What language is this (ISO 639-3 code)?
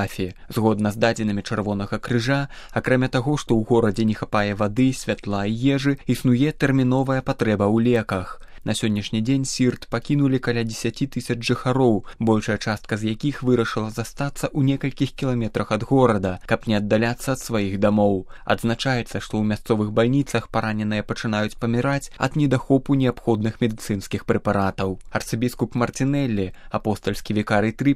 bel